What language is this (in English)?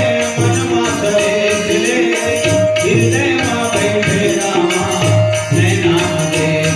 Chhattisgarhi